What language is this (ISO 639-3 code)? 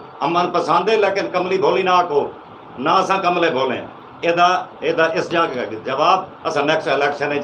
skr